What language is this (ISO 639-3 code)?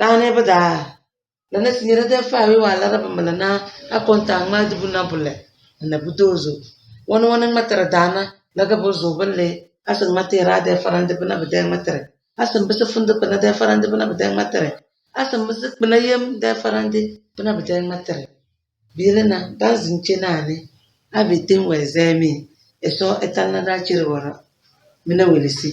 kdh